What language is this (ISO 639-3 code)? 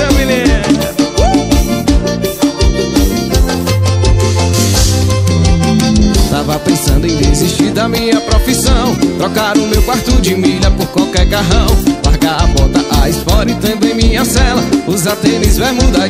por